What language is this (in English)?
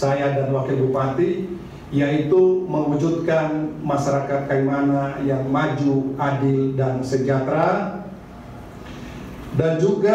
Indonesian